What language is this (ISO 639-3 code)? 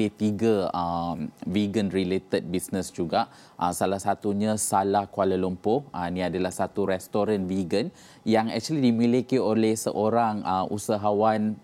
msa